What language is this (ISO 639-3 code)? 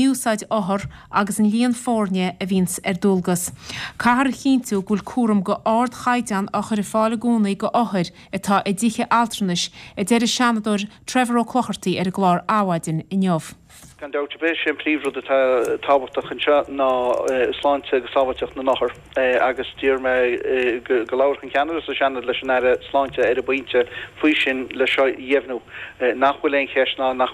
gle